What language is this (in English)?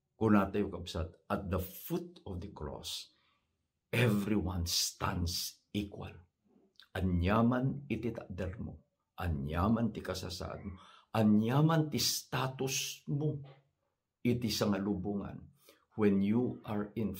Iloko